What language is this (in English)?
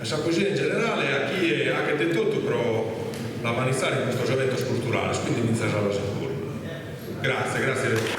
Sardinian